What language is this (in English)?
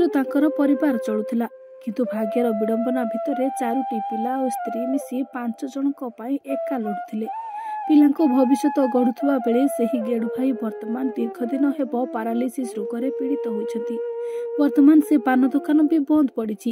Odia